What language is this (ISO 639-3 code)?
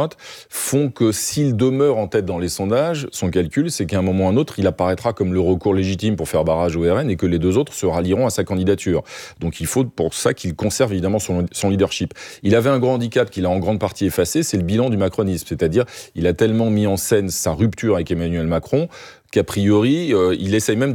fra